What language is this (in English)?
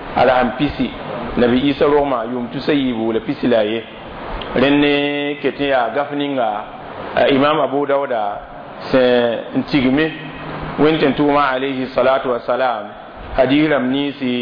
Mossi